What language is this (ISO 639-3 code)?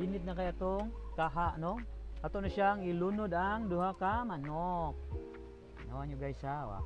ceb